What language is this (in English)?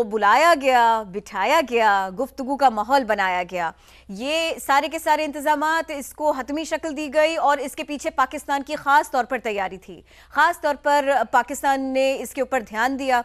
Urdu